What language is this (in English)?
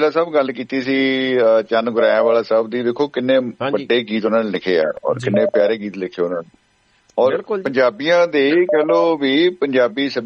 Punjabi